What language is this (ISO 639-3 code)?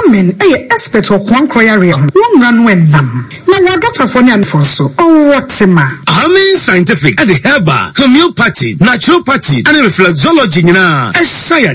aka